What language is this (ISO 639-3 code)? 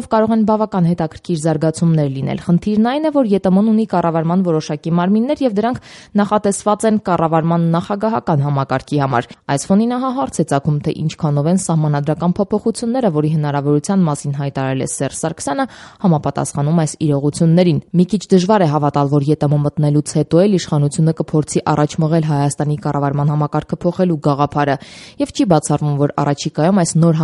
hye